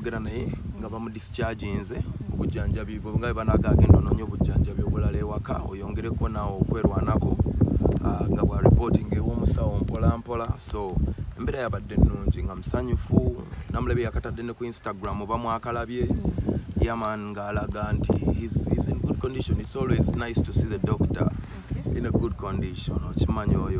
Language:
Ganda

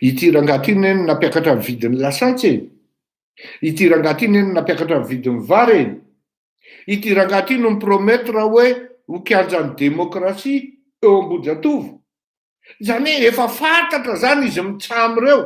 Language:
Malagasy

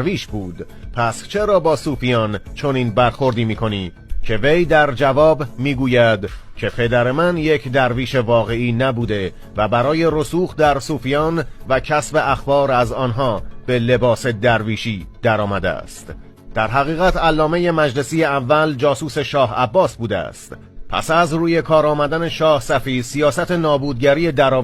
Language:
Persian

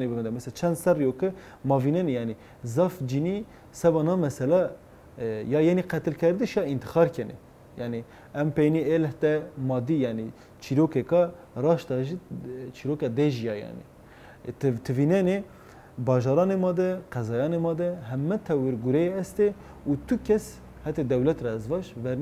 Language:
Zaza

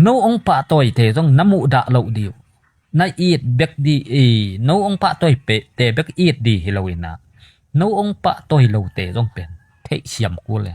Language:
Tedim Chin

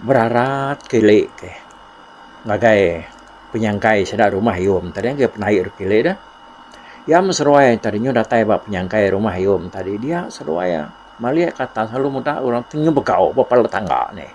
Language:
Iban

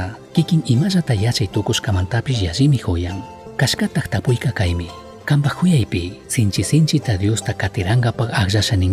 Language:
Chimborazo Highland Quichua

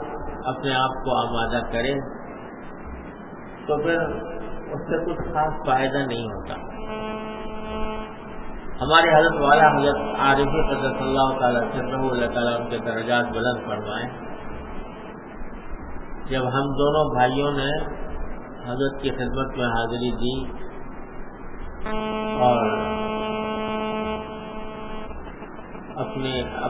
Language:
Urdu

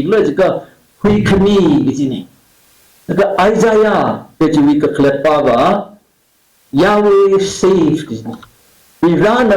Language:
Tangkhul Naga (India)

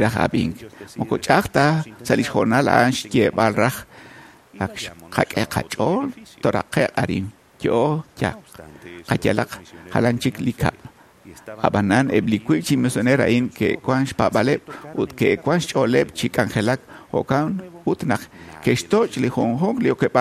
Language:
Kekchí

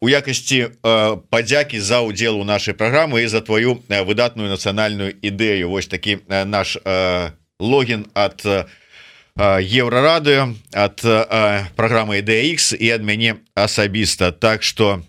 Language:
Belarusian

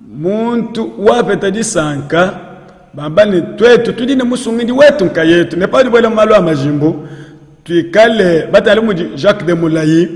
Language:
Luba-Lulua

